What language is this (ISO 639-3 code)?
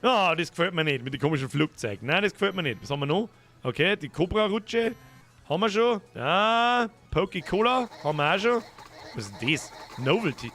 bar